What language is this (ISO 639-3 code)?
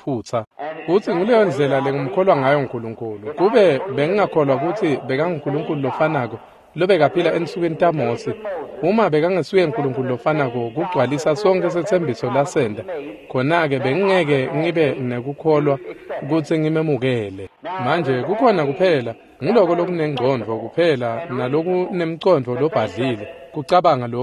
ssw